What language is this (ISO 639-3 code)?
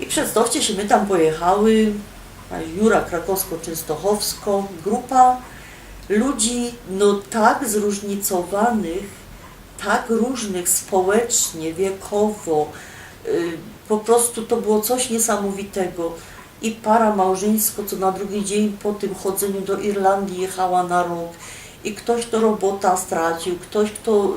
szl